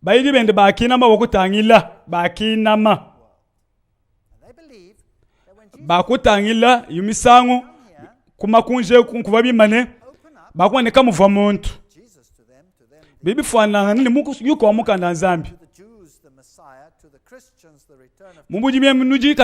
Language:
Luba-Lulua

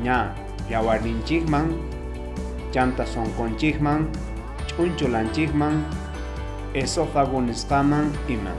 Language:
South Bolivian Quechua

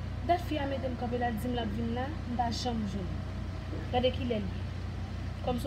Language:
Haitian Creole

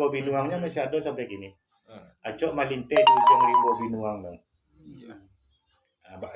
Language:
Minangkabau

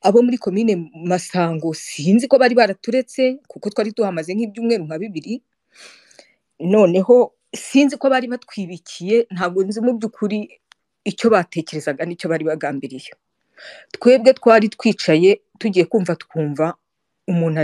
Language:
Kinyarwanda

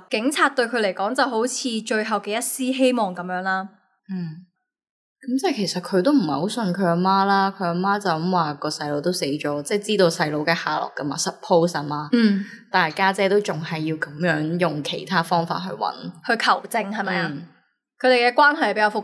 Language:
Cantonese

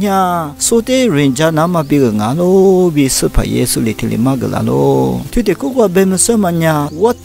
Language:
Lisu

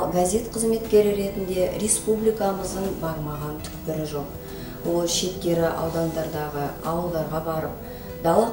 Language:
Kazakh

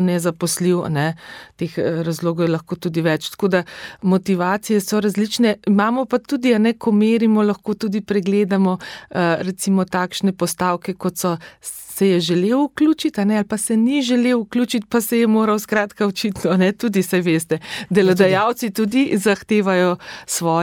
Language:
Slovenian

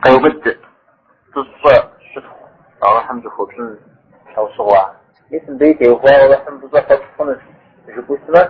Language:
Kabardian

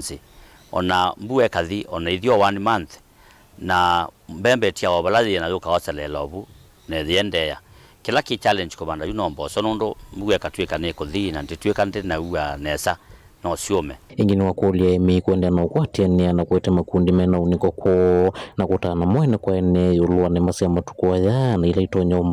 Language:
Kamba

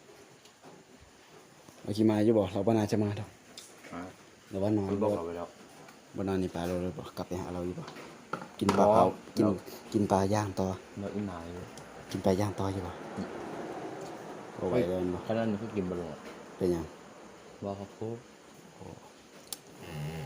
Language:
Lao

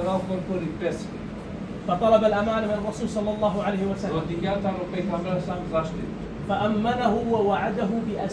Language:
Balkan Romani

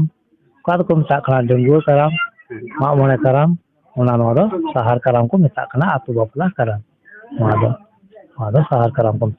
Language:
Santali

